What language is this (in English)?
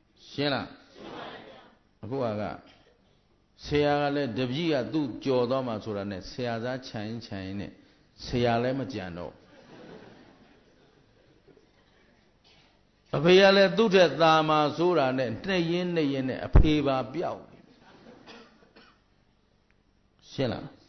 Burmese